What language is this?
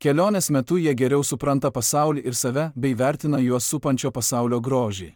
Lithuanian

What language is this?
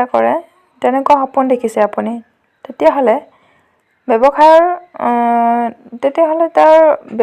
Assamese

